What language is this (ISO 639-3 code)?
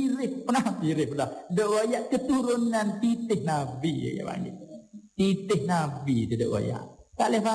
msa